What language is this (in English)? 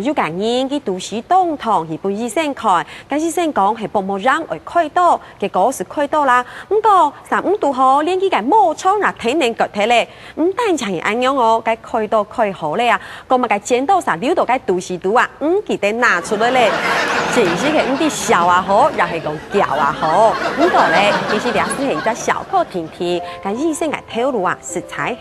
Hakka Chinese